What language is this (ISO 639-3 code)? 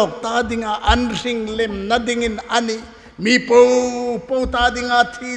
hmr